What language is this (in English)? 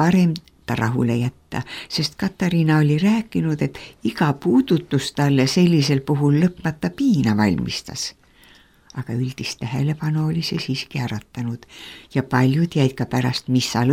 Estonian